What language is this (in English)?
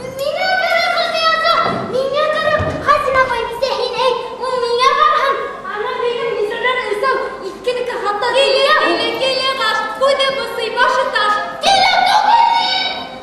Bashkir